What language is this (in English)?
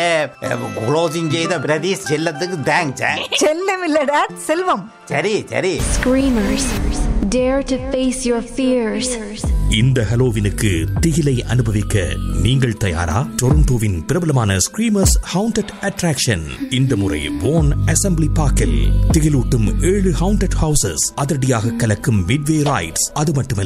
Tamil